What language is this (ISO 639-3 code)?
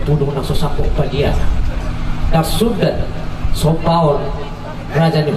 bbc